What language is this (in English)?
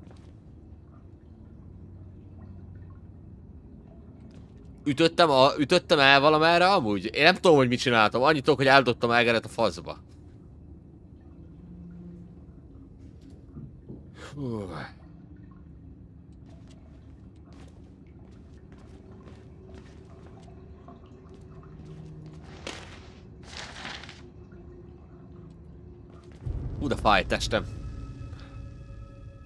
Hungarian